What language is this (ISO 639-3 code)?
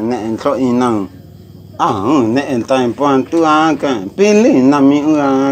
bhp